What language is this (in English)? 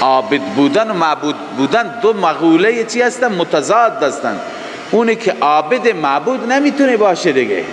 Persian